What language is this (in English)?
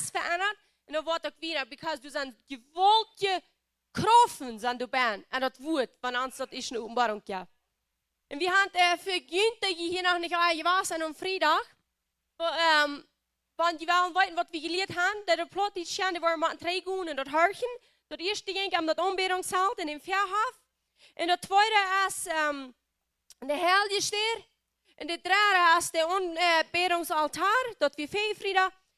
Plautdietsch